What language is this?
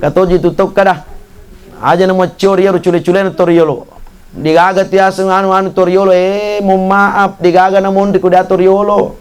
Buginese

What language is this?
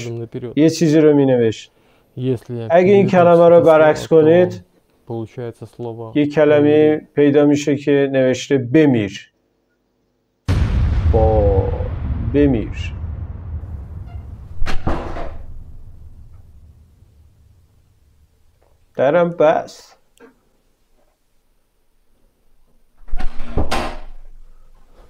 Persian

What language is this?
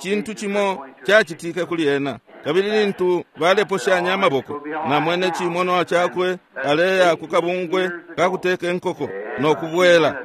Bemba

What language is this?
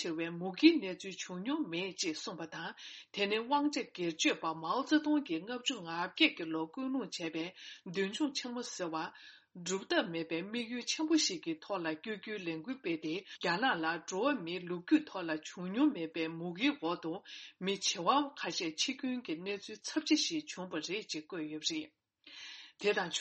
Tibetan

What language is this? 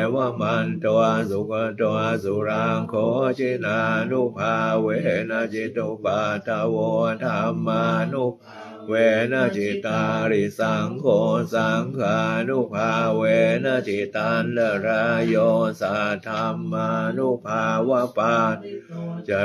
Pali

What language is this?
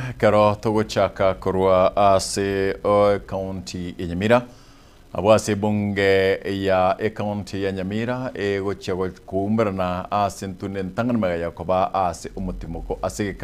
Gusii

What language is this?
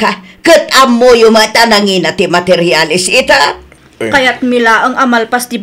Iloko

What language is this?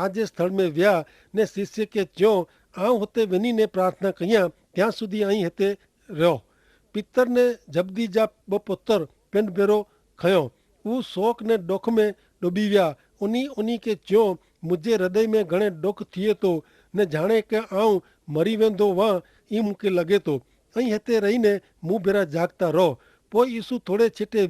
Kachhi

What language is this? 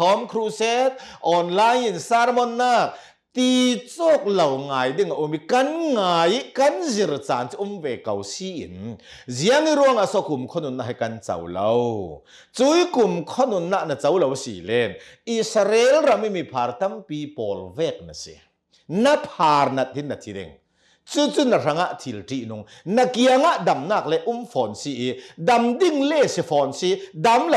Hakha Chin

